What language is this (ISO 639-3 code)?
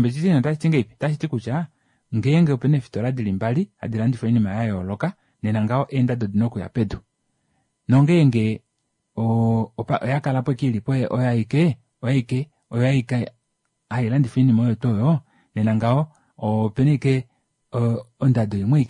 kua